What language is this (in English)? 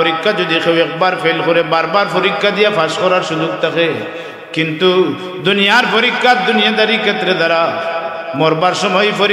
Sylheti